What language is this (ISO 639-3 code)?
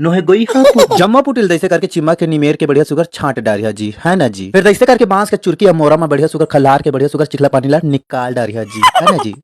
hne